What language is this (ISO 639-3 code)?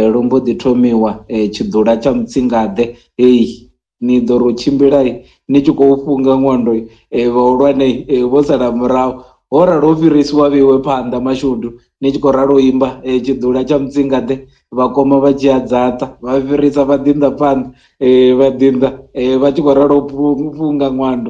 ven